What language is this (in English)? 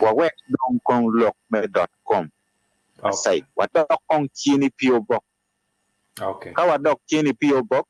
Acoli